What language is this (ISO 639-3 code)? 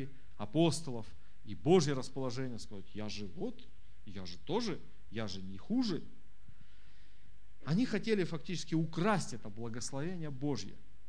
rus